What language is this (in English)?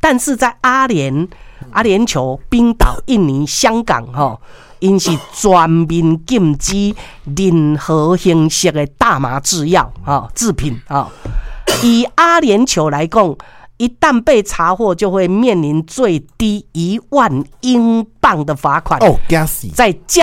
Min Nan Chinese